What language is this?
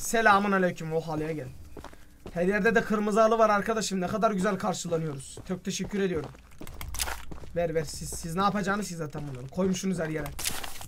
Turkish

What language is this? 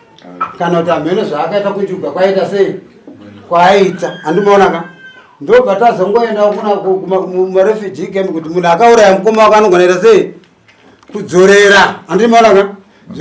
Shona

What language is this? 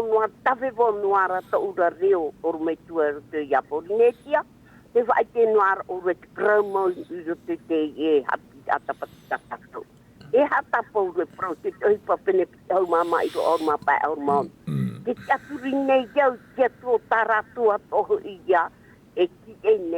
Tahitian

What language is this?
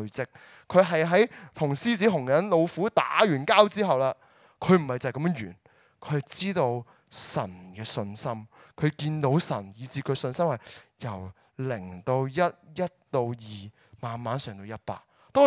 Cantonese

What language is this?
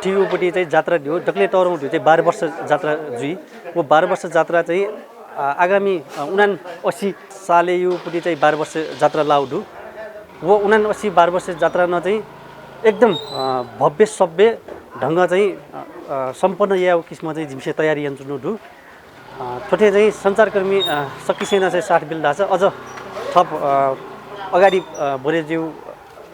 Newari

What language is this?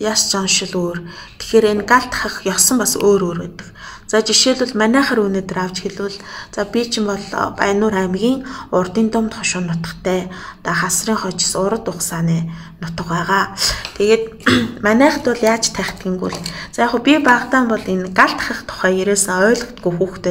Mongolian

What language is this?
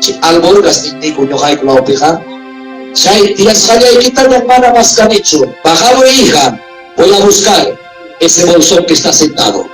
Ayacucho Quechua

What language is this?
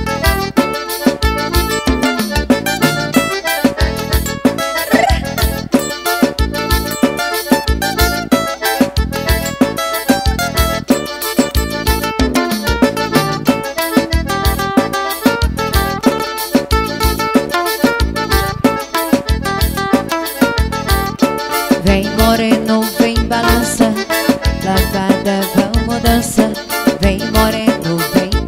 Portuguese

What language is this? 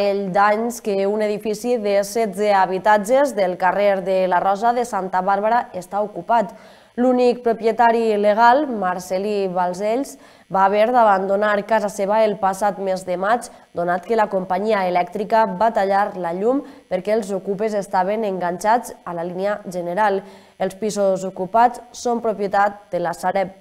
Catalan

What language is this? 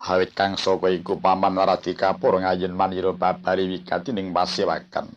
Javanese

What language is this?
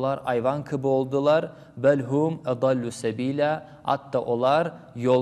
Crimean Tatar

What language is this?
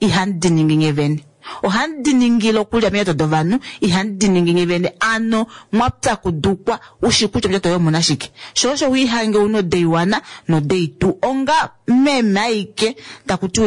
Kuanyama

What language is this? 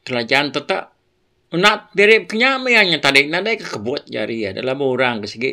Iban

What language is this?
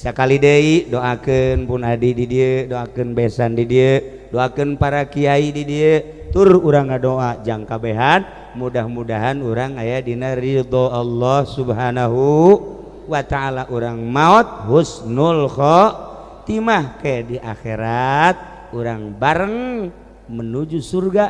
Sundanese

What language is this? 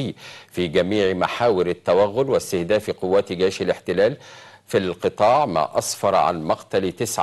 Arabic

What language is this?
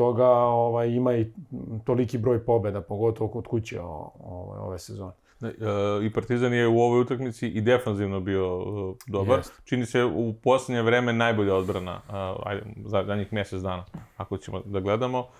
Serbian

